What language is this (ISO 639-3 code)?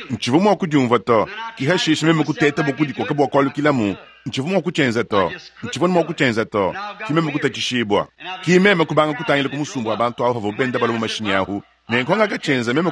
lua